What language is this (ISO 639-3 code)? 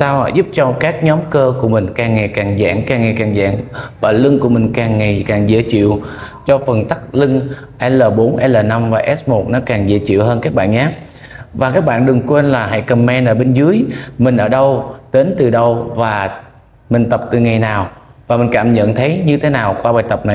vie